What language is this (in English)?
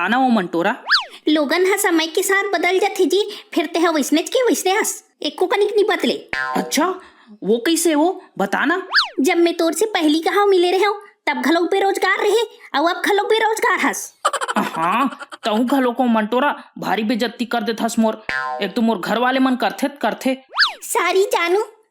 Chhattisgarhi